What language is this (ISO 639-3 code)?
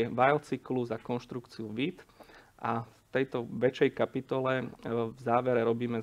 slk